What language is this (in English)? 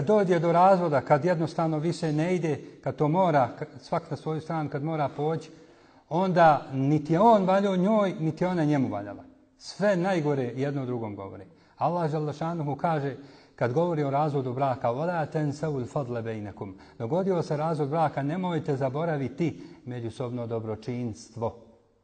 Bosnian